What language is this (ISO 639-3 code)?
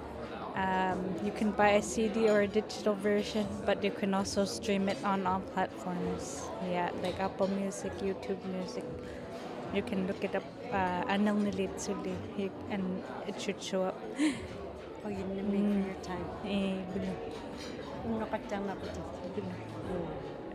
iku